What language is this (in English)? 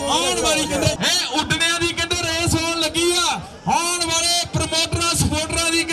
Punjabi